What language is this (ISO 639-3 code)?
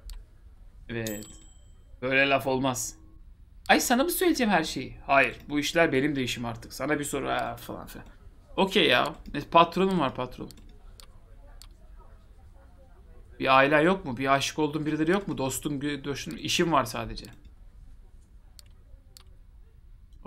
tur